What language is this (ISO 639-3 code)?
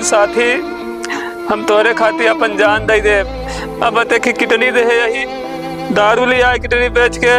awa